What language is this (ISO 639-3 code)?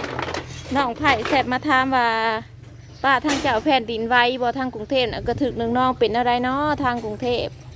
tts